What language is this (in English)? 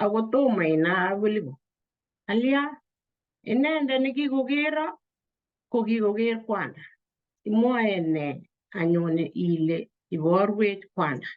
Kalenjin